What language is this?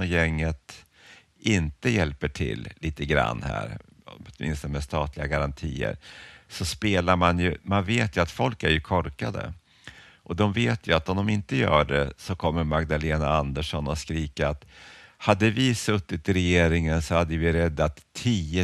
Swedish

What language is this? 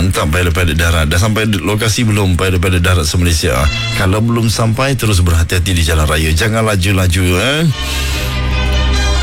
Malay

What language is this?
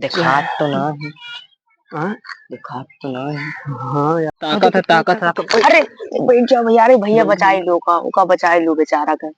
Awadhi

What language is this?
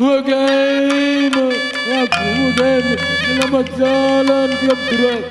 Batak Karo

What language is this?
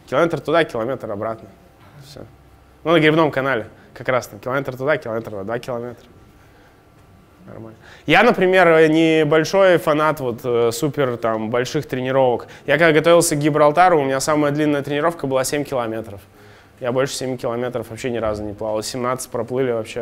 Russian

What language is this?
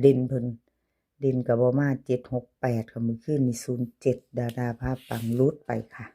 Northeastern Thai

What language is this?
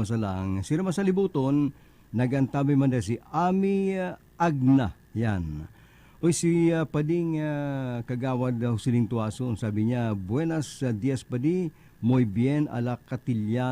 Bikol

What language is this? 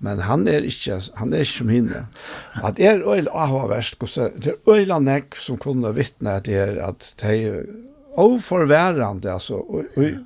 Faroese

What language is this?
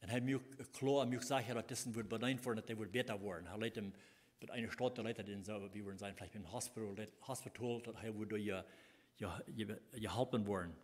Plautdietsch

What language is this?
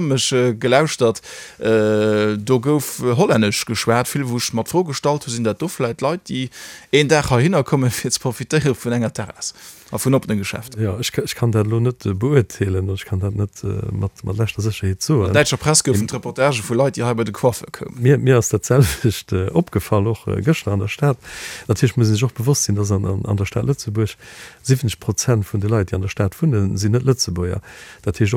Luxembourgish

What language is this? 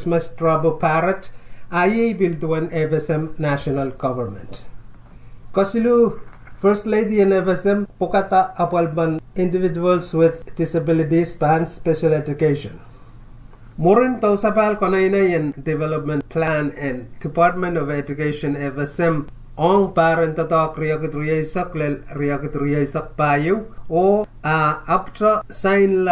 Pohnpeian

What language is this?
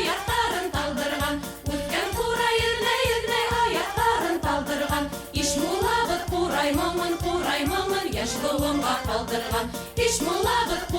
Bashkir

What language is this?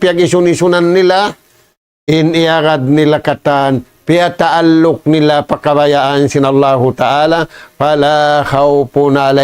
Tausug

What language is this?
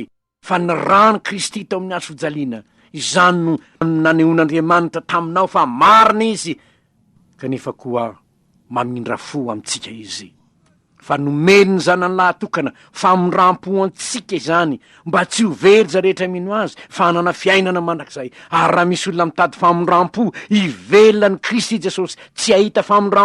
Malagasy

